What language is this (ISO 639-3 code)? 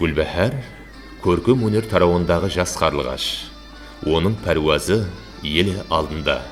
kaa